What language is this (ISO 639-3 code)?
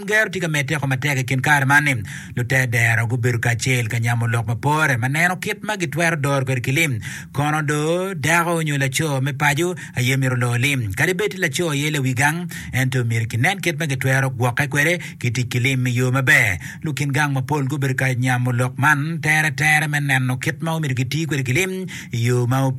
ach